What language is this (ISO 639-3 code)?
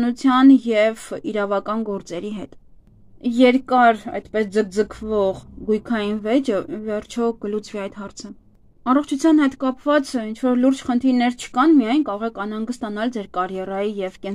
hye